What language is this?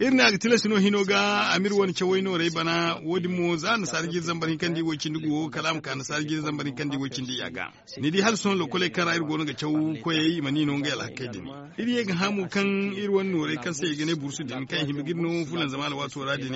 Zarma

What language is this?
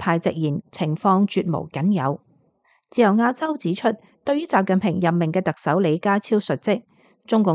Cantonese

